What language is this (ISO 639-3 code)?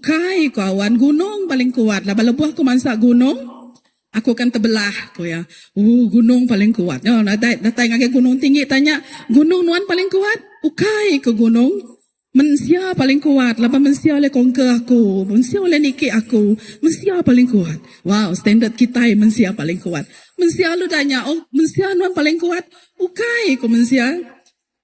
iba